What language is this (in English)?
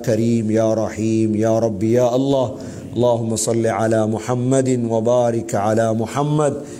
Tamil